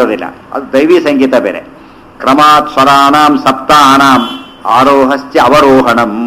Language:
Kannada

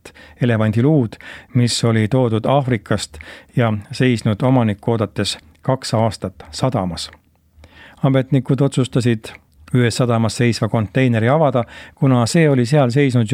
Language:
Estonian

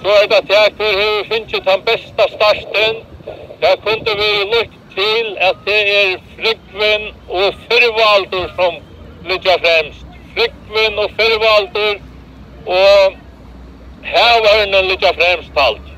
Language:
Faroese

